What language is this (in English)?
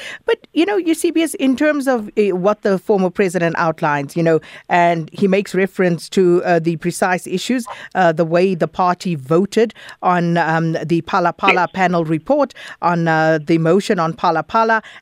English